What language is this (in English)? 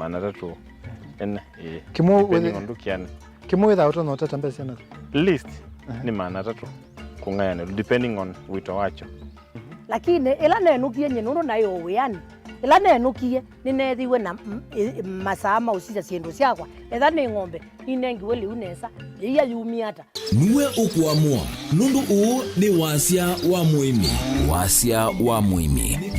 Kamba